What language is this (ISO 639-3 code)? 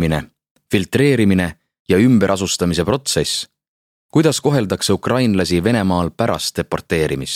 est